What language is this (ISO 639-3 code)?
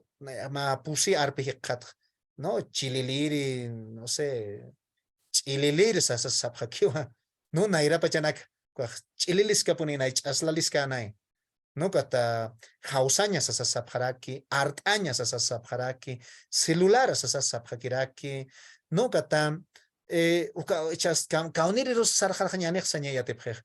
aym